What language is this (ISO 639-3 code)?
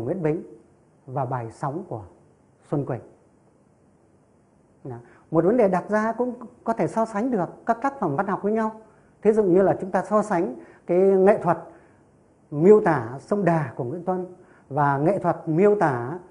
vie